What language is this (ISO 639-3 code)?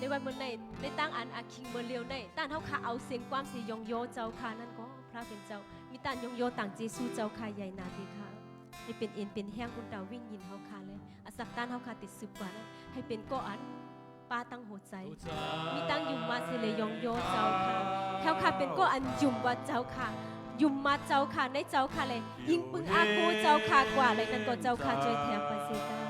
shn